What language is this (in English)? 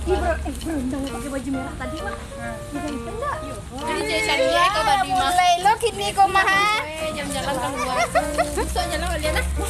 Minangkabau